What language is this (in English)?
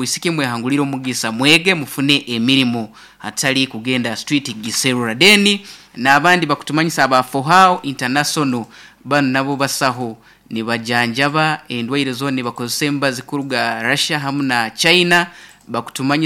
Nyoro